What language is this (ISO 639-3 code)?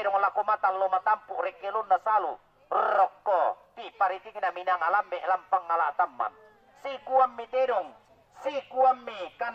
sda